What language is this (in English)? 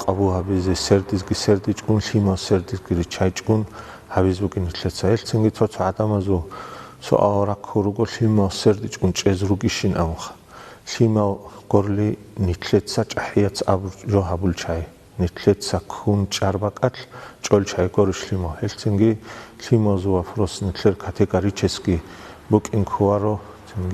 Avaric